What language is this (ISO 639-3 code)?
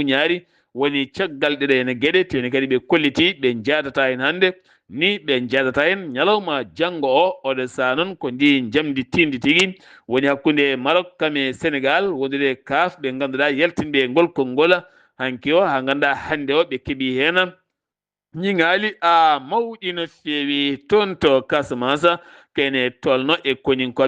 ful